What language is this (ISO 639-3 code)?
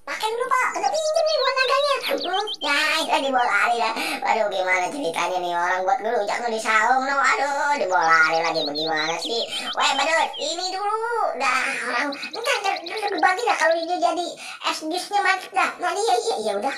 bew